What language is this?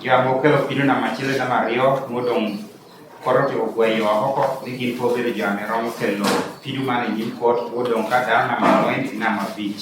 Lango (Uganda)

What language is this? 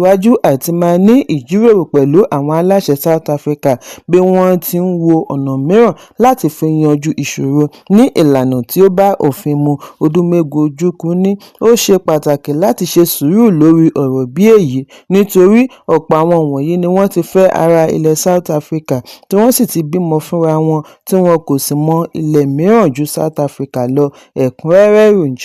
Yoruba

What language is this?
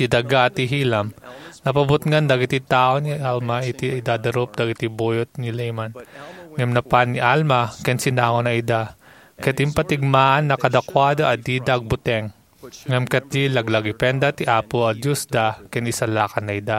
Iloko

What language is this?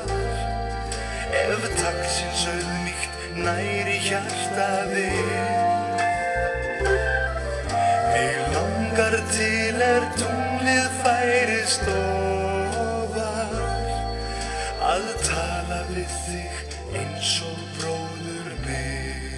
Icelandic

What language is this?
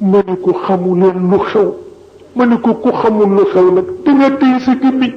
Wolof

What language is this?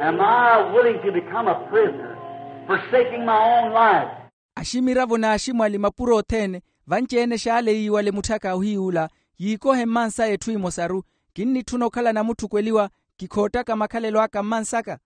Makhuwa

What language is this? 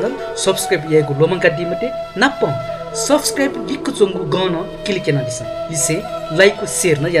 Newari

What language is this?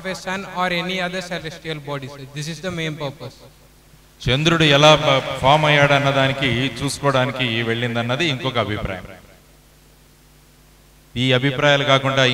Telugu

